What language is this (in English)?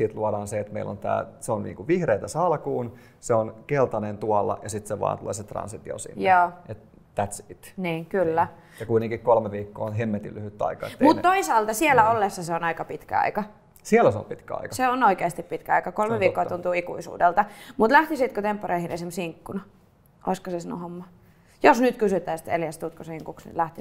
Finnish